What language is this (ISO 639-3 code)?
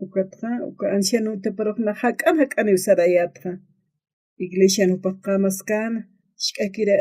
aym